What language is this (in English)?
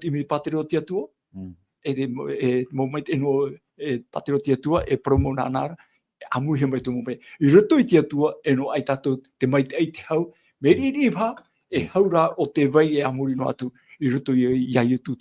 Tahitian